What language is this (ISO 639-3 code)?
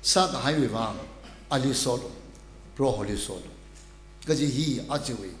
nmf